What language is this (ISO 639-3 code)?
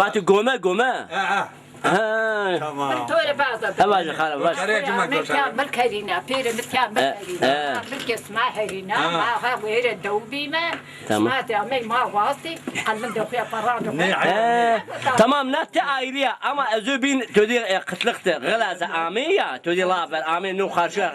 zza